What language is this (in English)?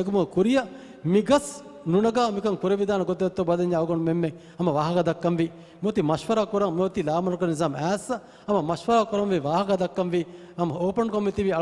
Divehi